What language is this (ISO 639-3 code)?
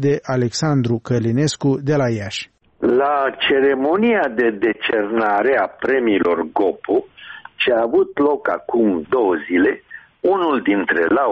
ron